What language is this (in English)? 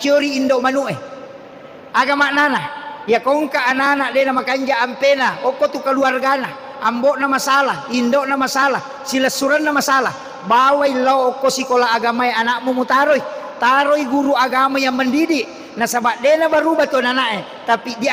Buginese